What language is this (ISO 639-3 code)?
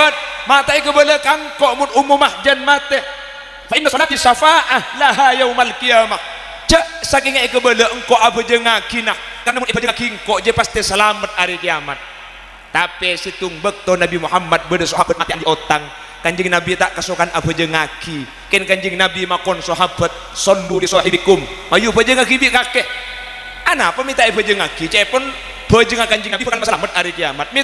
mad